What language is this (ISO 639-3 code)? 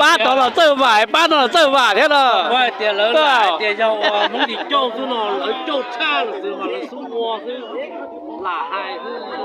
hmn